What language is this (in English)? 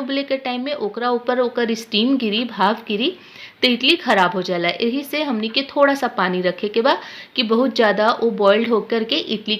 Bhojpuri